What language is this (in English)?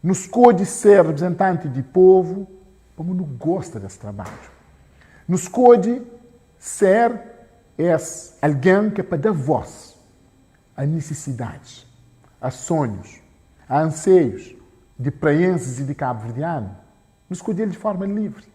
Kabuverdianu